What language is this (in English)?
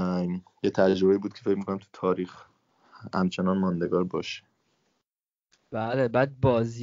Persian